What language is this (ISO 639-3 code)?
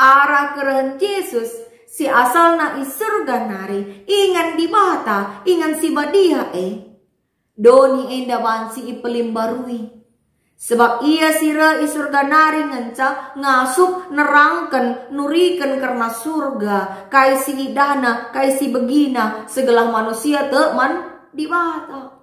btx